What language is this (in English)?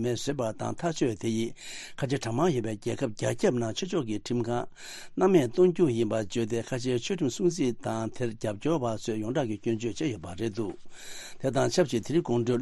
Tibetan